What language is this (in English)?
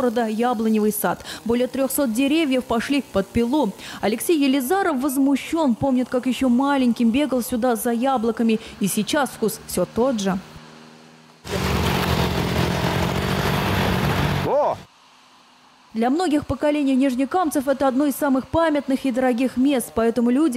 Russian